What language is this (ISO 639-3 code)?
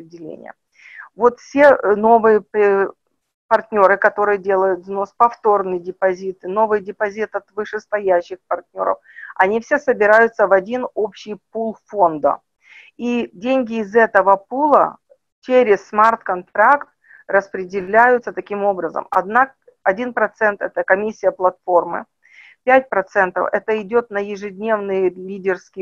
rus